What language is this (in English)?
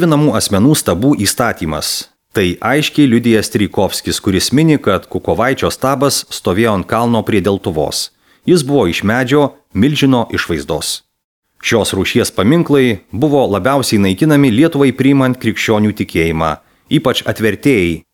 Lithuanian